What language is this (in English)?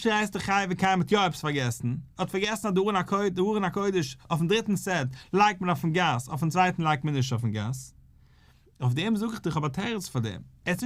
Yiddish